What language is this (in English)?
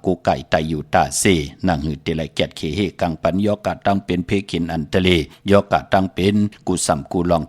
Shan